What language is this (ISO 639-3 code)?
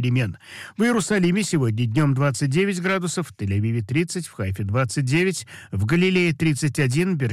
rus